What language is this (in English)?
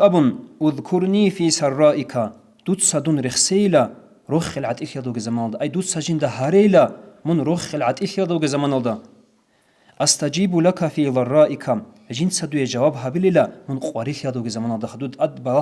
Avaric